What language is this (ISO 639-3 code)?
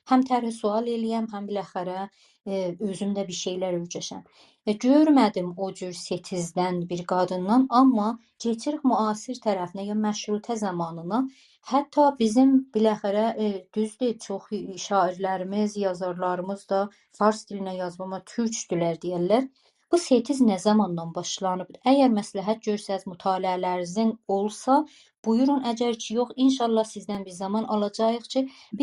azb